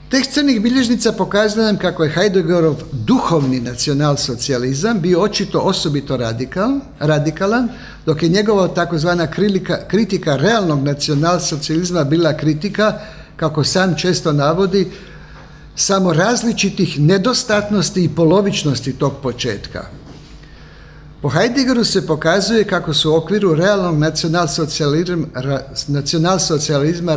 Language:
Croatian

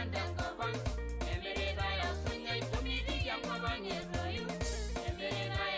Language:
Masai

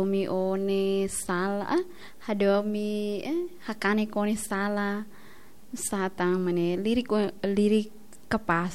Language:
Tetum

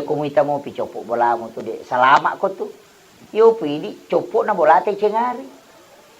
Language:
Buginese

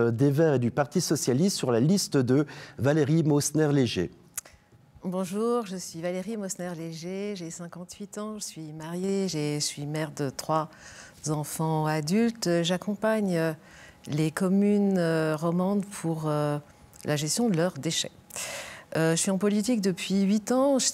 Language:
French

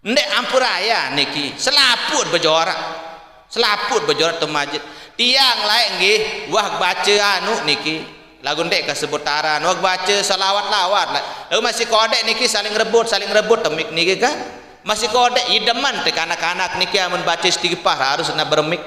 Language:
Sasak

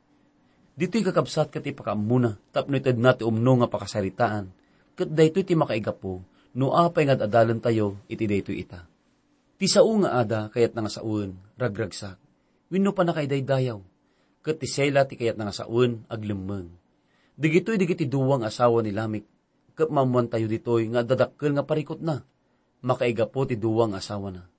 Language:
Iloko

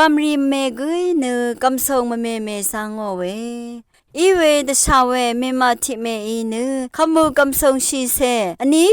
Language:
Rawang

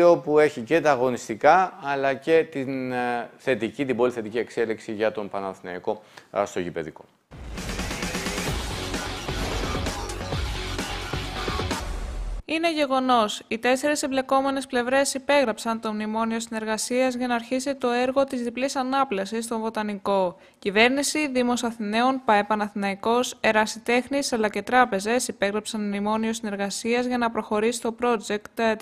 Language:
Greek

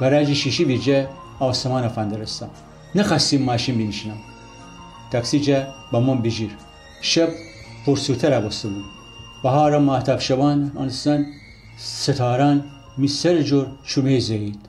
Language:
Gilaki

